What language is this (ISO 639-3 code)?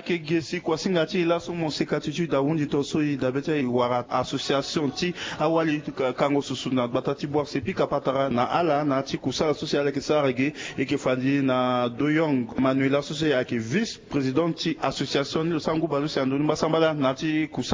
sag